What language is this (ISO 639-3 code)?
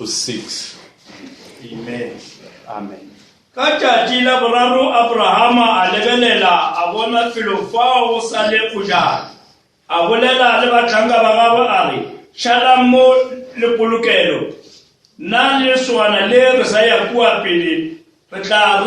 nso